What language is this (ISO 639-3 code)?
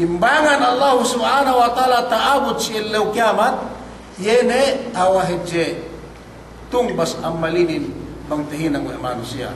yka